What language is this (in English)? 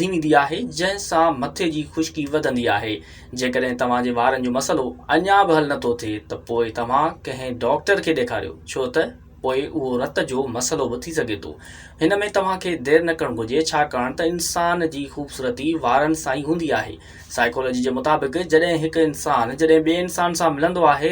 Sindhi